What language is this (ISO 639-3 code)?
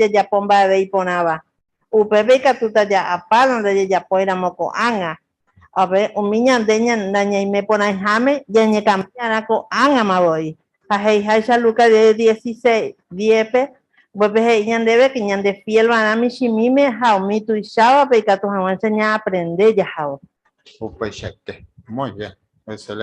grn